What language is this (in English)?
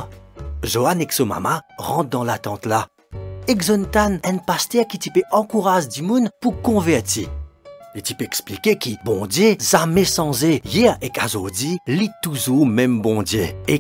Morisyen